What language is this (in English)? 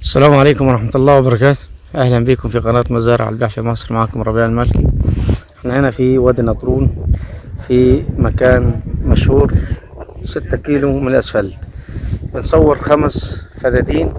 Egyptian Arabic